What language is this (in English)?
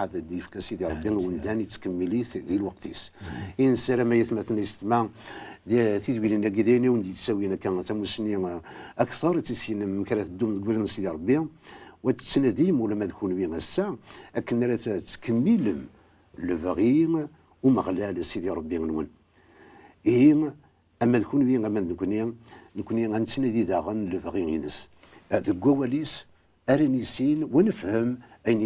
Kabyle